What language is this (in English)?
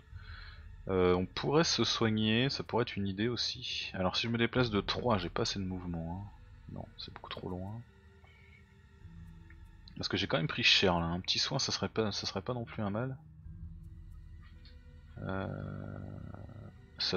French